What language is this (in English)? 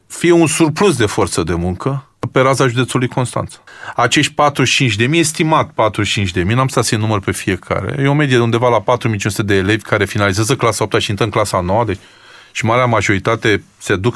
Romanian